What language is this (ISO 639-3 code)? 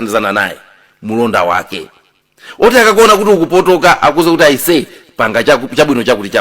nya